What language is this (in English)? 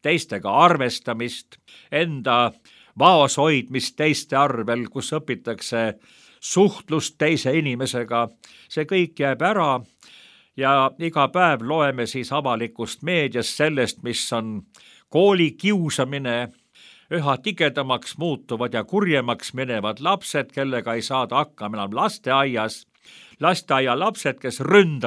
Estonian